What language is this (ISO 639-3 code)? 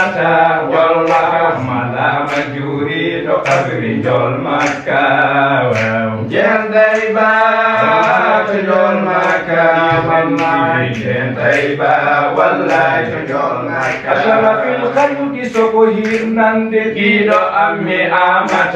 ful